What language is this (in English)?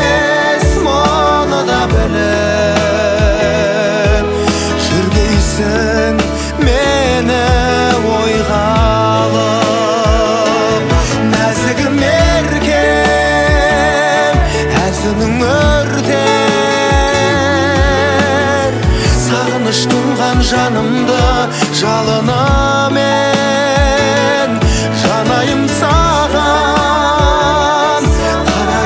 Kazakh